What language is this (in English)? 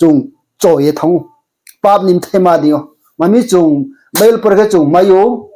Riang (India)